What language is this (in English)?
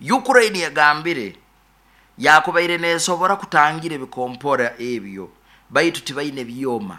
Nyoro